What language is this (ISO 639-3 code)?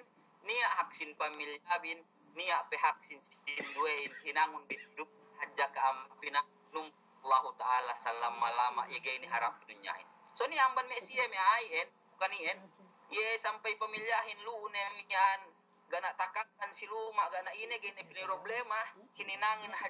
yka